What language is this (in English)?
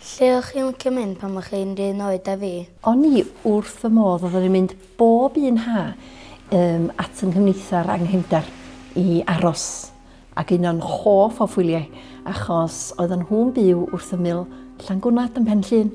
Welsh